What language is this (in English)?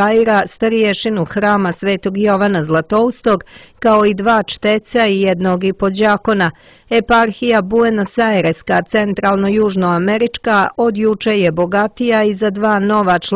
Serbian